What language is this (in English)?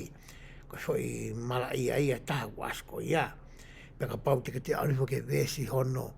Tongan